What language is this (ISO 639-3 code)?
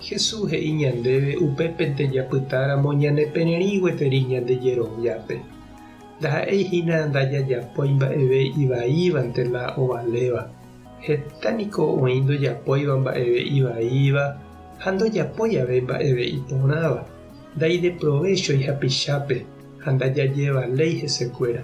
grn